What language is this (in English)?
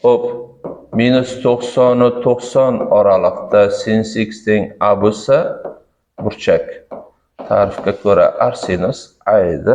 Uzbek